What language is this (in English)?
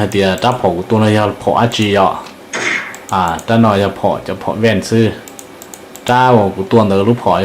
Hmong